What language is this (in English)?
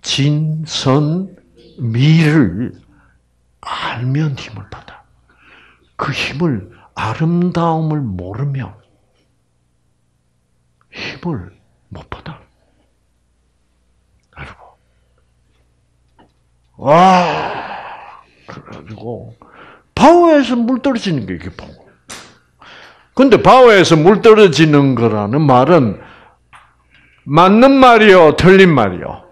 Korean